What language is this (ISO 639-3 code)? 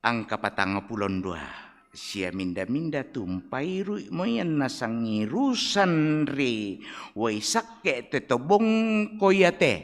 sda